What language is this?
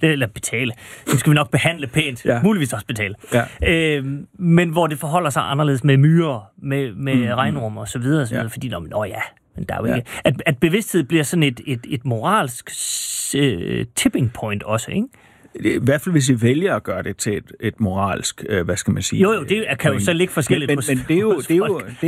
Danish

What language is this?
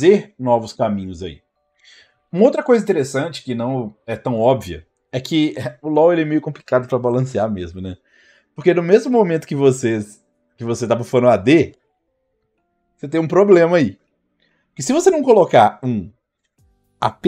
Portuguese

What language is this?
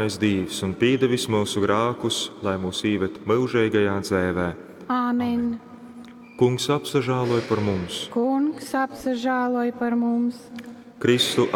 Latgalian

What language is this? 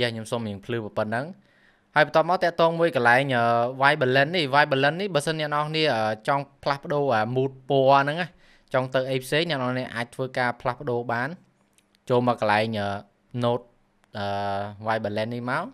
Khmer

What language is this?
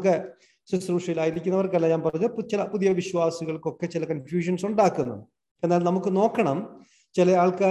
Malayalam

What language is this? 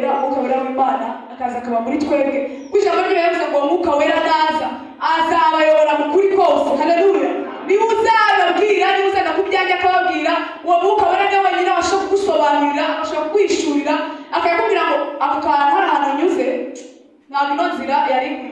Kinyarwanda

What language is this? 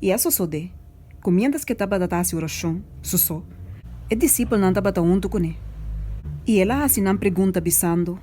Papiamento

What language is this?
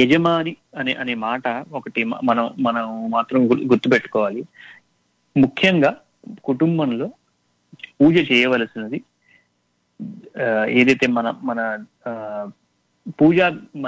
Telugu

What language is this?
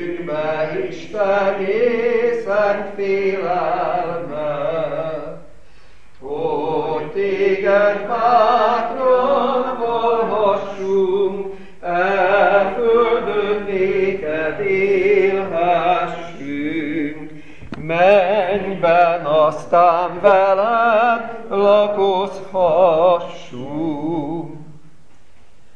Hungarian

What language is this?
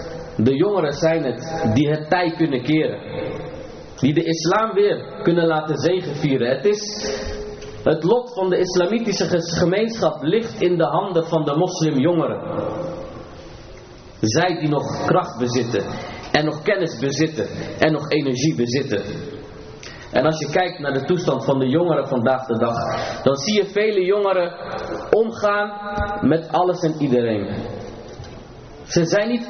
Dutch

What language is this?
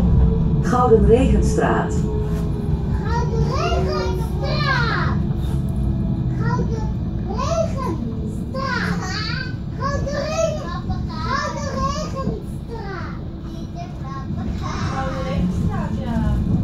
Dutch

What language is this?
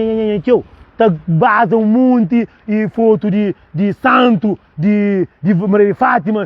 Kabuverdianu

